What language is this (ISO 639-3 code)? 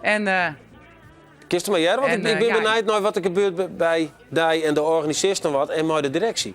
fry